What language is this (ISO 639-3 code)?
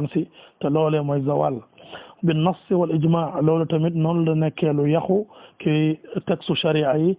wol